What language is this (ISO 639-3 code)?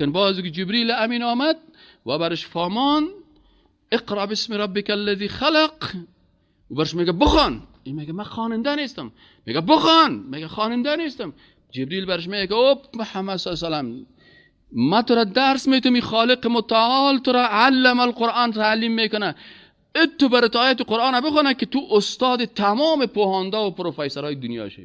fas